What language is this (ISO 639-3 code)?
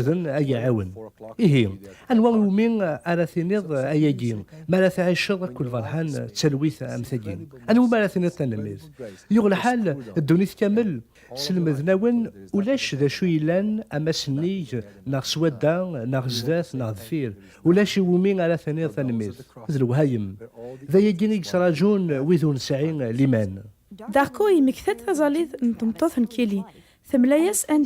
kab